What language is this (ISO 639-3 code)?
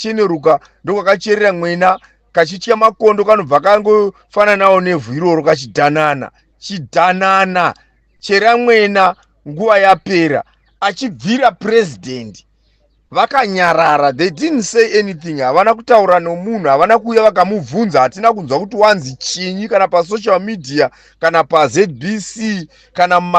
sna